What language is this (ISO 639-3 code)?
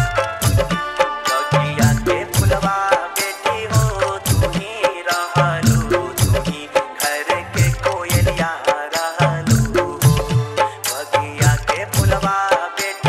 bho